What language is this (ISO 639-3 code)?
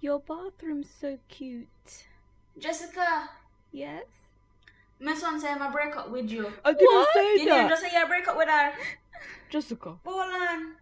jam